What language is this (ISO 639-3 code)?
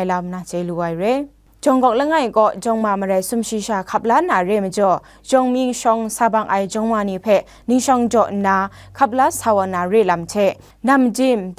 kac